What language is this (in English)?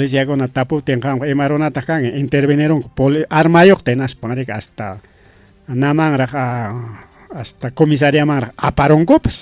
Ayacucho Quechua